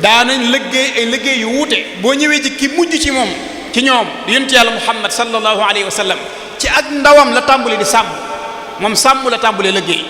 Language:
Wolof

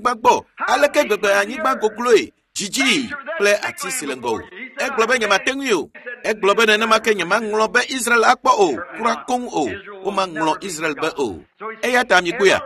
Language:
Ewe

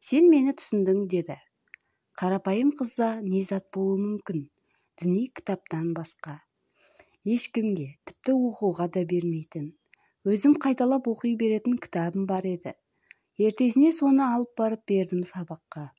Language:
Kazakh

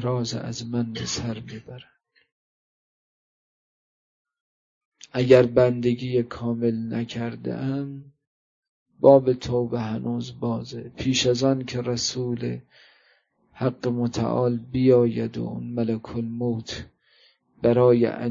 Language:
Persian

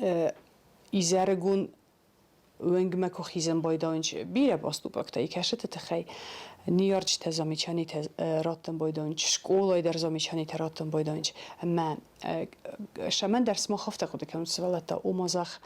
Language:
Ossetic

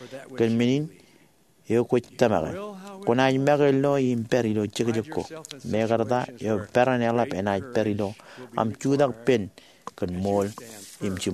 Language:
Marshallese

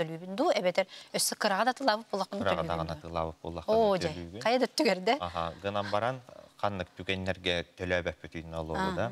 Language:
Yakut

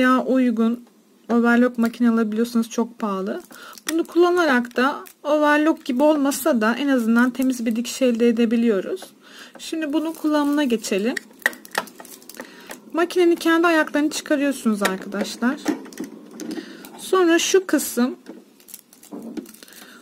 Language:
Turkish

